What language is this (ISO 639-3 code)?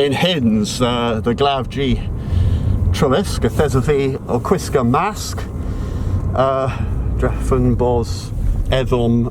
cor